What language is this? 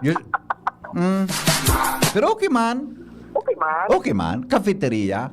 Bikol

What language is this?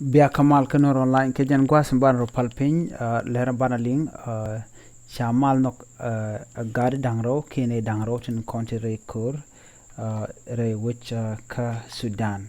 Nuer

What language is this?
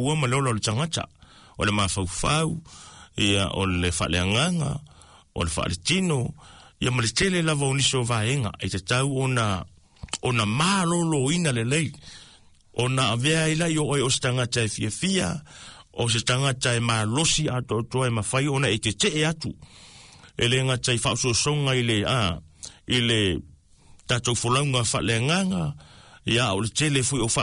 Samoan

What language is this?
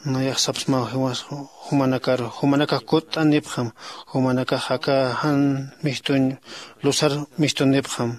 Aymara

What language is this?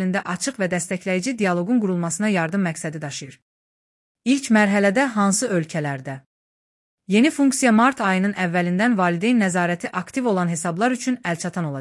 Azerbaijani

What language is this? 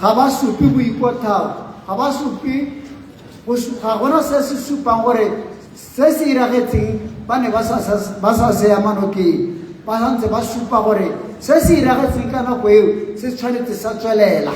Tswana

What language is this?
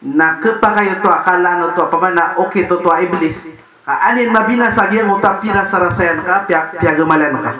Maranao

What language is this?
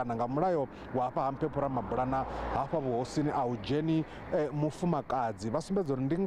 Venda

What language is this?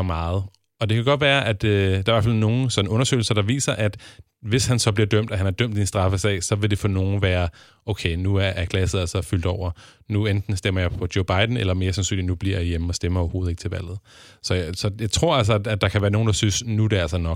Danish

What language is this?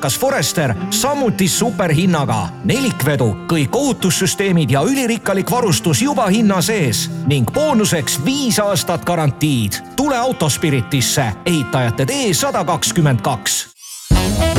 Estonian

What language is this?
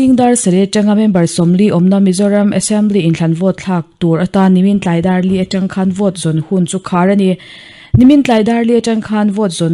Mizo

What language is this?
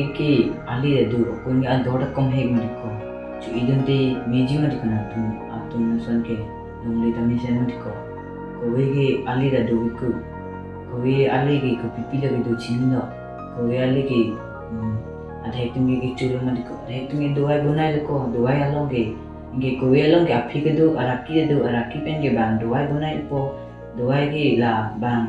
Karbi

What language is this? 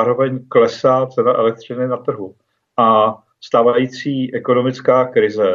Czech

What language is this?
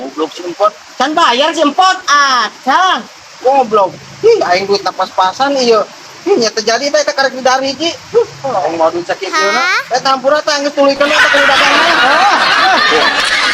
Sundanese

